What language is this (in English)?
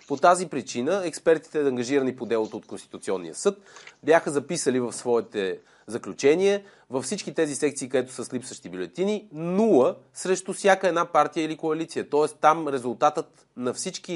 Bulgarian